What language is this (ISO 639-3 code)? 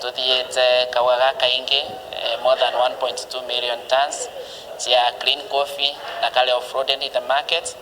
mer